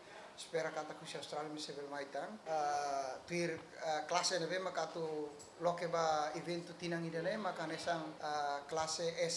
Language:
Tetum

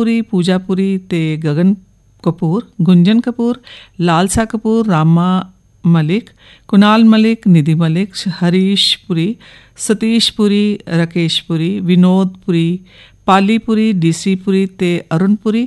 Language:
Punjabi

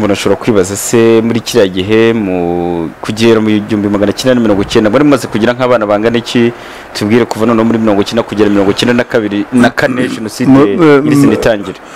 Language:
Kinyarwanda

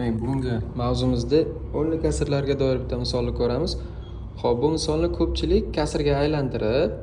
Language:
Uzbek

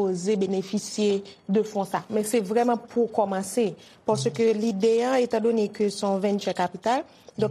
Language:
Haitian Creole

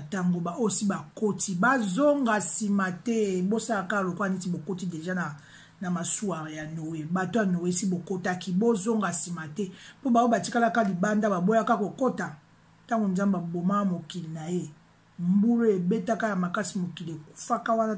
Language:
Lingala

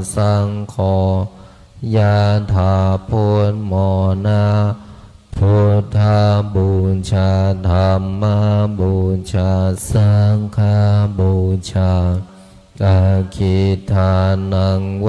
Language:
Pali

